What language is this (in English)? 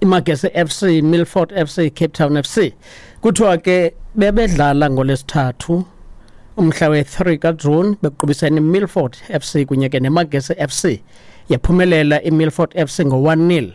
Xhosa